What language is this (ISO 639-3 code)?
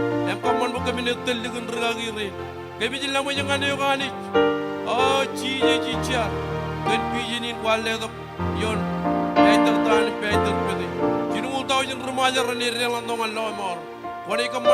mah